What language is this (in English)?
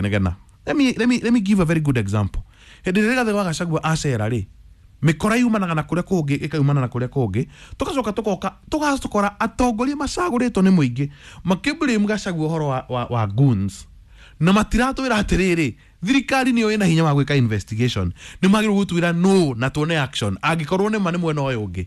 Kikuyu